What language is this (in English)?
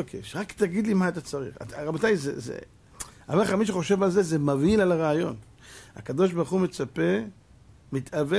Hebrew